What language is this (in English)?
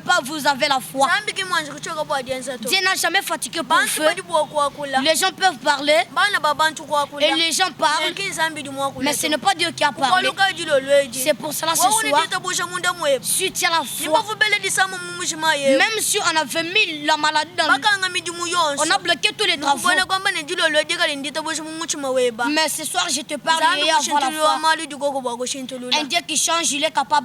Luba-Lulua